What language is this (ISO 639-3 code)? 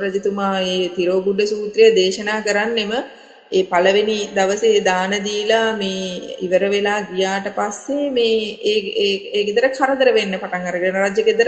sin